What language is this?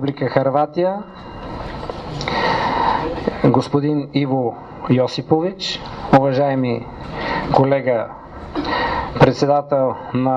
Bulgarian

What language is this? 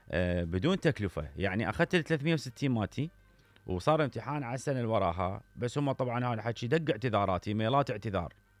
Mesopotamian Arabic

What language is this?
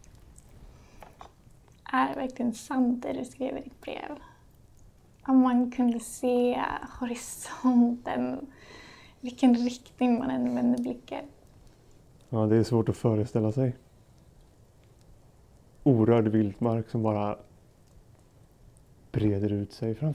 Swedish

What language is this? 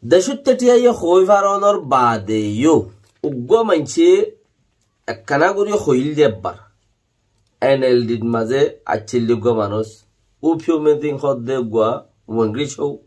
Rohingya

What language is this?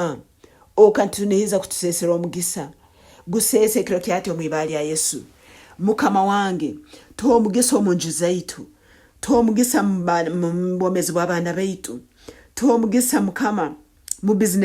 Nyankole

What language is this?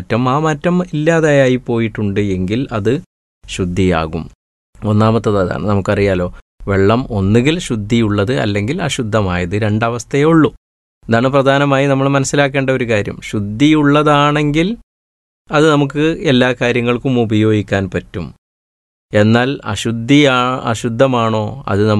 Malayalam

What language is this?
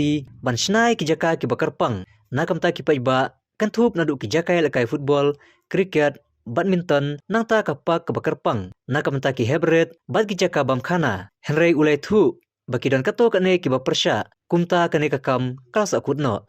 Khasi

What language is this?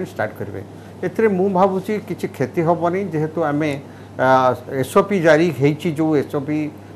Odia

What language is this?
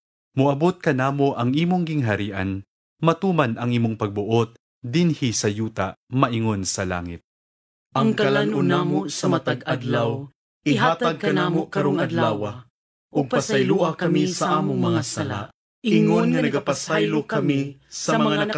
Cebuano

